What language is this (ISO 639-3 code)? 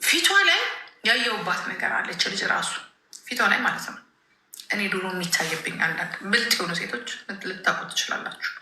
amh